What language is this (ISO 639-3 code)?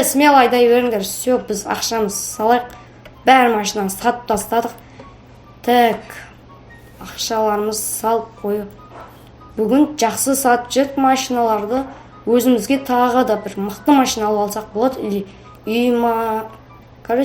kaz